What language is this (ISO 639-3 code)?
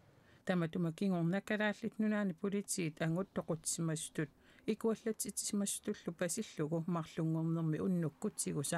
kal